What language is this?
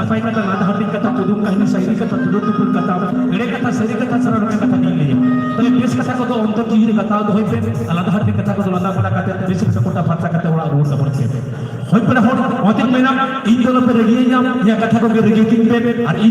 Santali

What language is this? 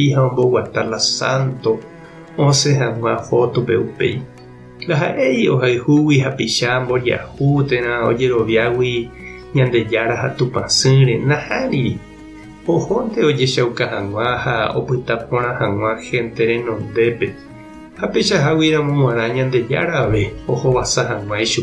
Guarani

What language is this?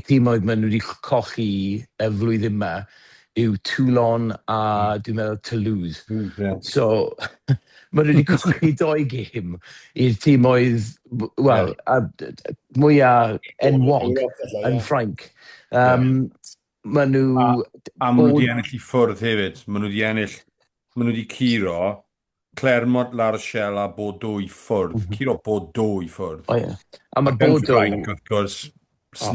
Welsh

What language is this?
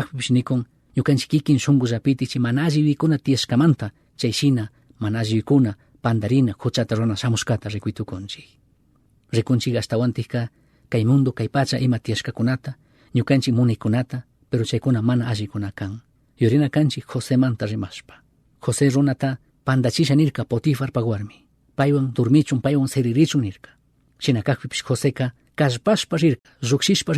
Chimborazo Highland Quichua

